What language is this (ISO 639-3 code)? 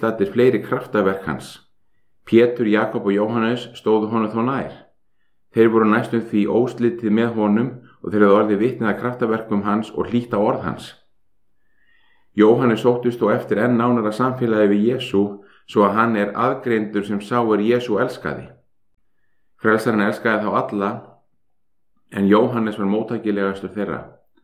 isl